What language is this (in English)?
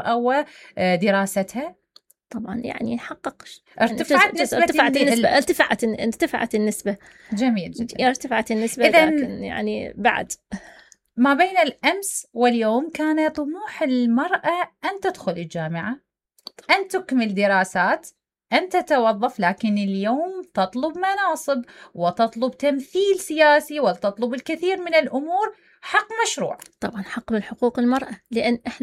Mesopotamian Arabic